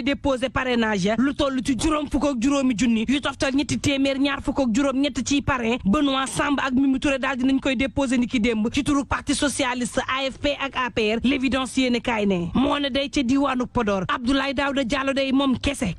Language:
Wolof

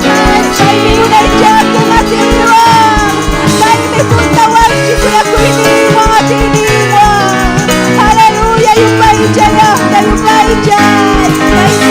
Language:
Ayacucho Quechua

